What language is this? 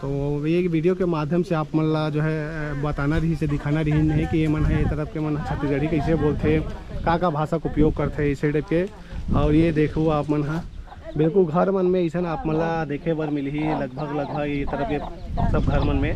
Chhattisgarhi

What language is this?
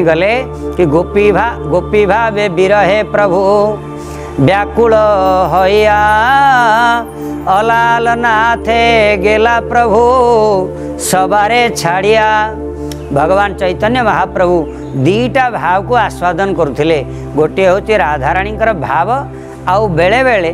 Odia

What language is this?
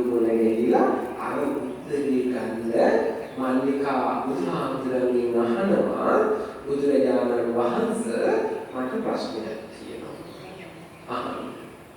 Sinhala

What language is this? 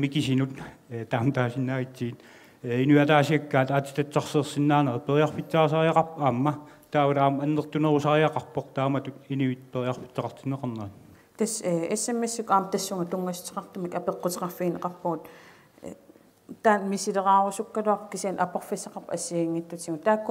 Kalaallisut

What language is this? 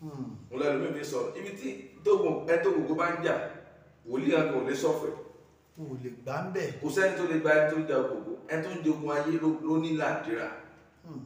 Yoruba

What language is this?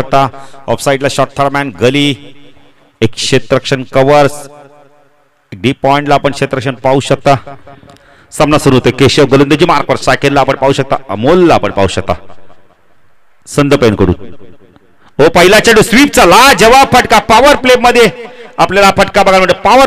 Marathi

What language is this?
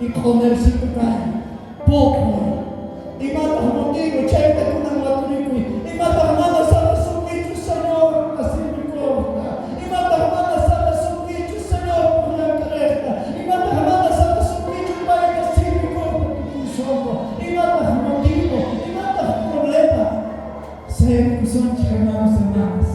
South Bolivian Quechua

